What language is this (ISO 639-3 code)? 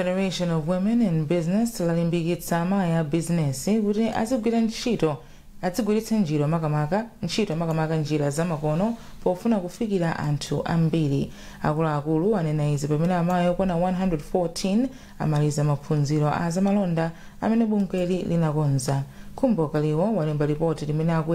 nya